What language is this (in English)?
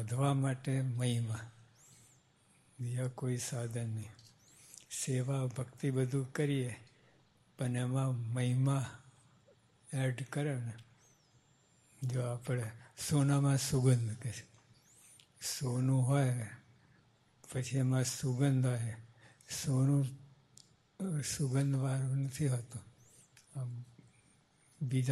Gujarati